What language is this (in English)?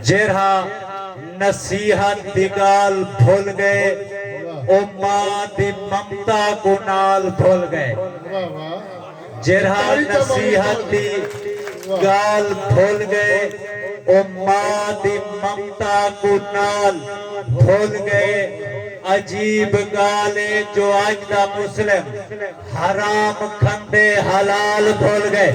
Saraiki